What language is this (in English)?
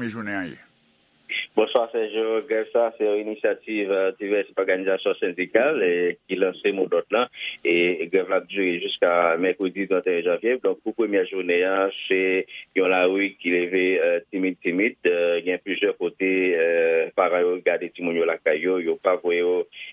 Haitian Creole